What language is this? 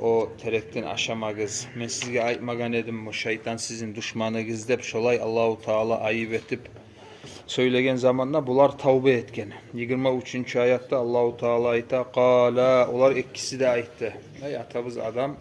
Kumyk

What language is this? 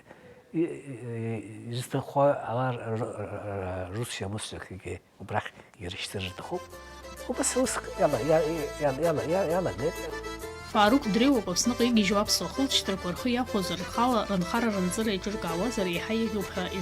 Abkhazian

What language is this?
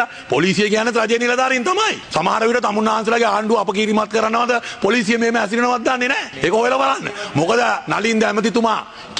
Sinhala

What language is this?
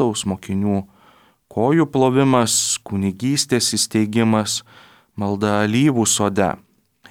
Lithuanian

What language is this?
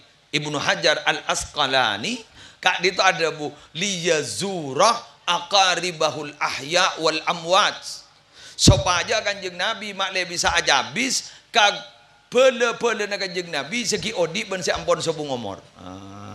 Madurese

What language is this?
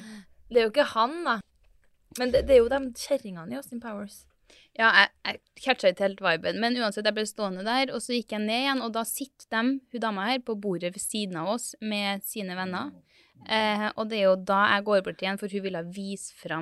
Norwegian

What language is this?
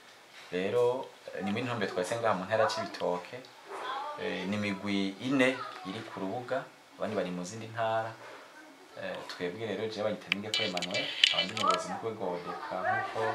Rundi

